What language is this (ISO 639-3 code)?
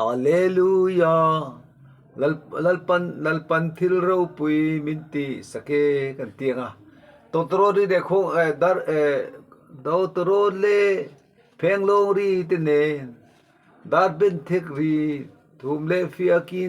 lus